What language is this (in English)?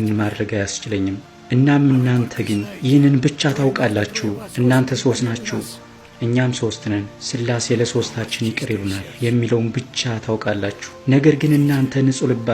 Amharic